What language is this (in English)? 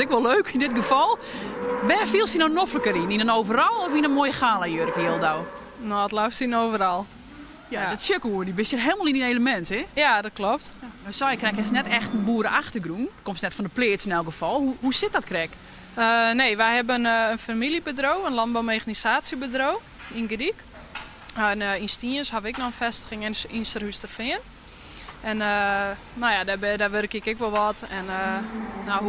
Western Frisian